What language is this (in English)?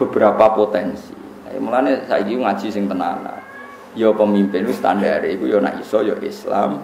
Javanese